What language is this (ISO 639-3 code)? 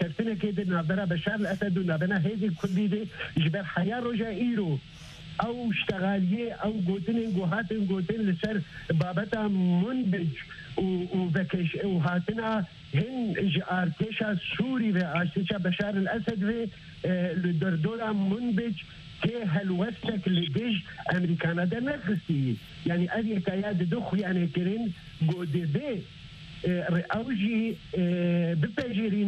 kur